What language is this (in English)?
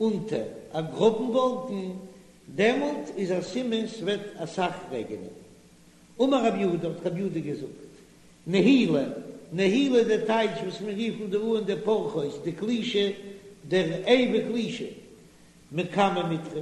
Yiddish